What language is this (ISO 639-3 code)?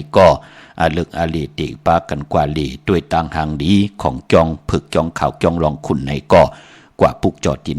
shn